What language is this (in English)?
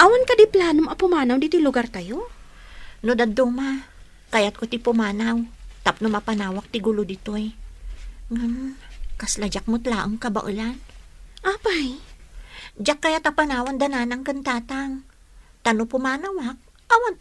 Iloko